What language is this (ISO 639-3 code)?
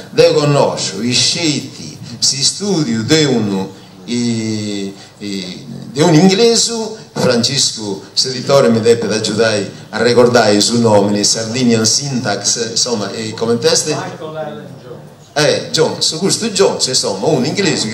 srd